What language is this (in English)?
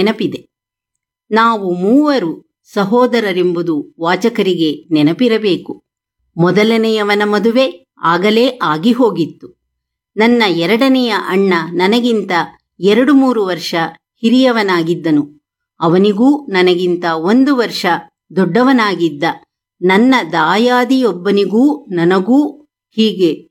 Kannada